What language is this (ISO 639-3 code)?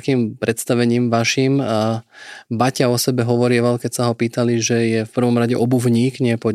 slk